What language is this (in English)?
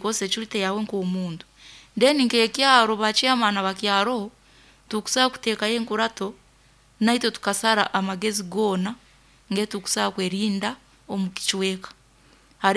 Nyoro